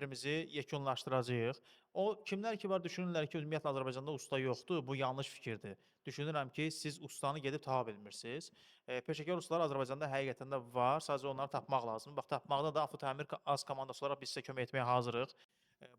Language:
Azerbaijani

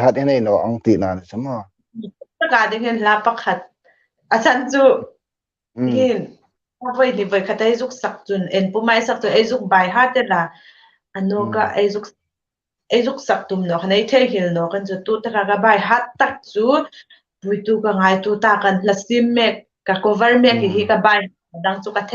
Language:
Hmar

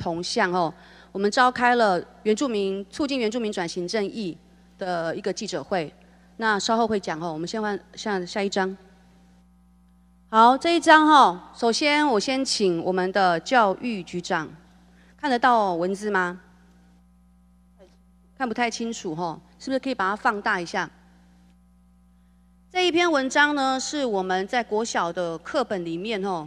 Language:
Chinese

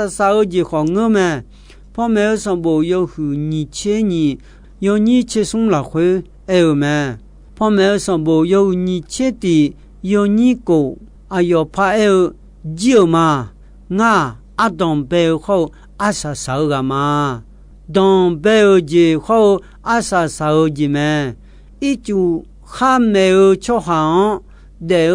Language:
Akha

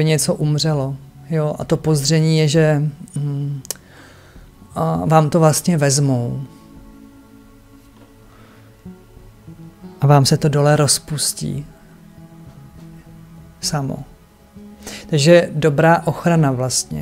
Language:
Czech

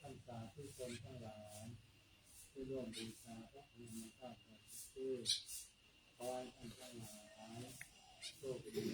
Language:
Pali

